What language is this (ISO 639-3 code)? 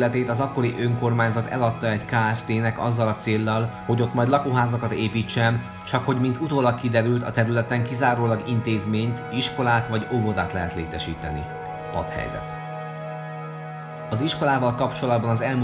hun